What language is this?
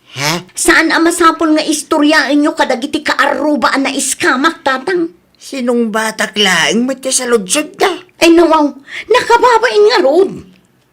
Iloko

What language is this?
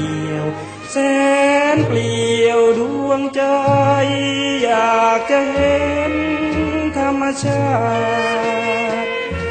Thai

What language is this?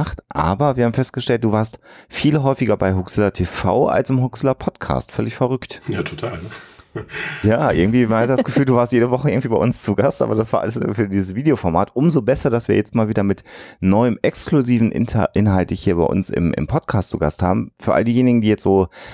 German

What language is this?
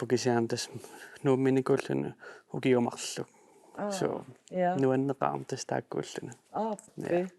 Kalaallisut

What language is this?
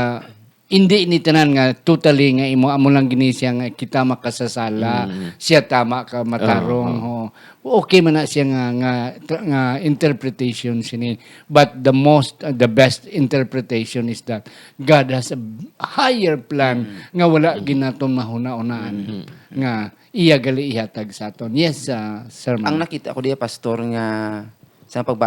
Hiligaynon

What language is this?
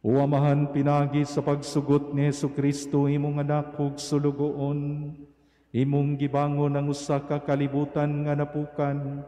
Cebuano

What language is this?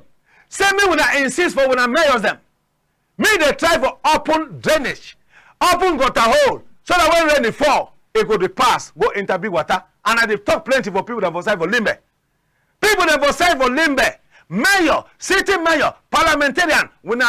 Cameroon Pidgin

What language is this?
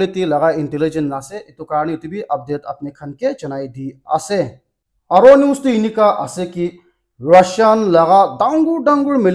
Naga Pidgin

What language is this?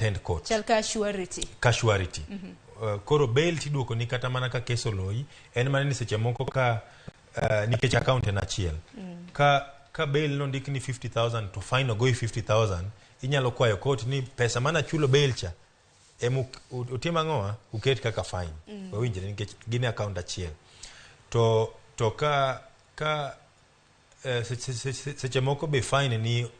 Luo (Kenya and Tanzania)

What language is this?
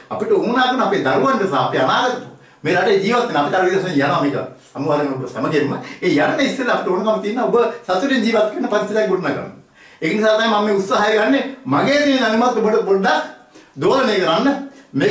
Sinhala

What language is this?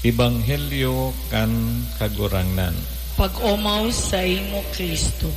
Bikol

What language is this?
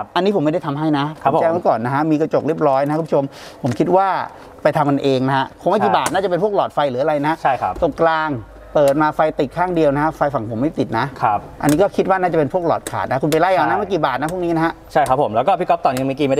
Thai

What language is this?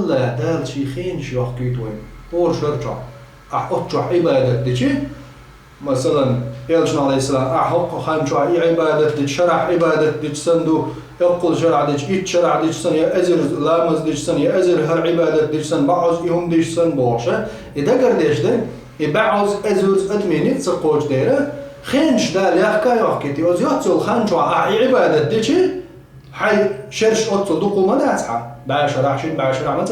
Chechen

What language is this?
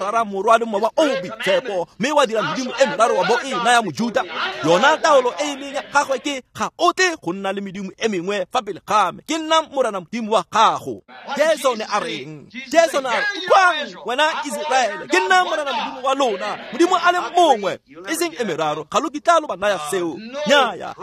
Tswana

